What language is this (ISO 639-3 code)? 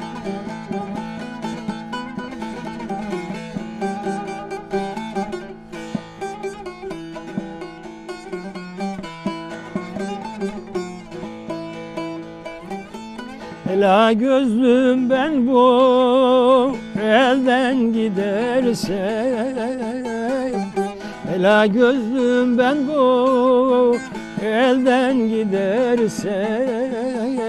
tur